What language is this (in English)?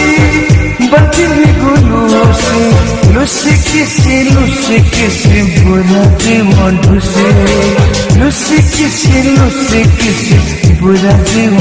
Newari